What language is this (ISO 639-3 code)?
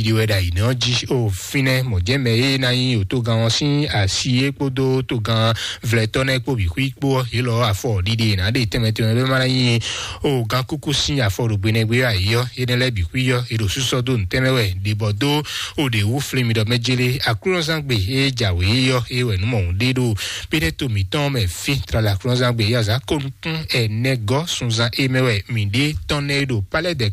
fon